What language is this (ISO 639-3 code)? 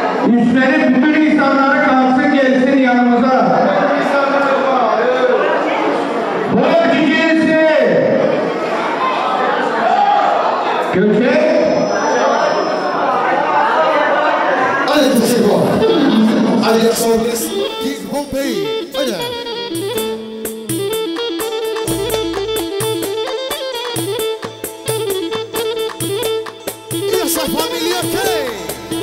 tur